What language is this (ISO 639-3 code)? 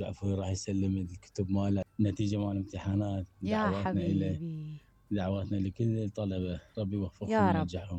acm